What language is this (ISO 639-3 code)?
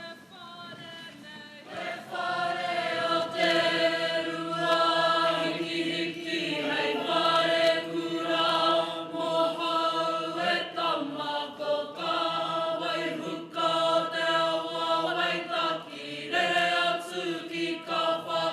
mri